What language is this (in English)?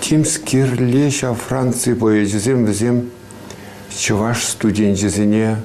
Chuvash